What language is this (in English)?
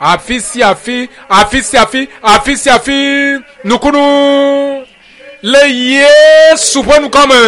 Ewe